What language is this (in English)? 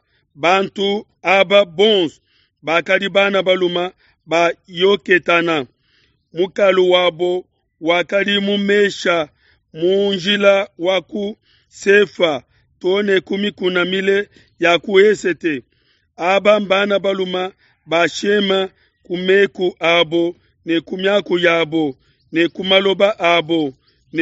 Luba-Lulua